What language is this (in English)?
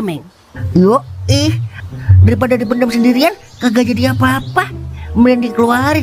Betawi